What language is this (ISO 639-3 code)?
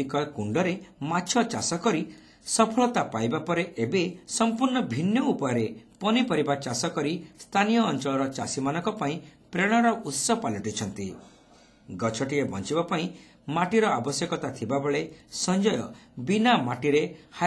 ori